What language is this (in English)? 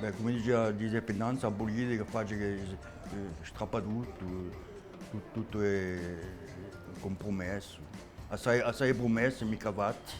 Corsican